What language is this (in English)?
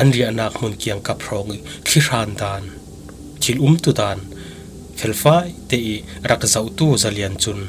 Falam Chin